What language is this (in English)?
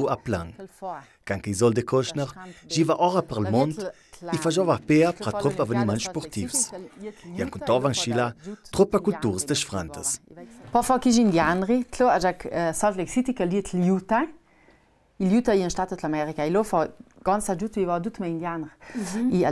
Ladin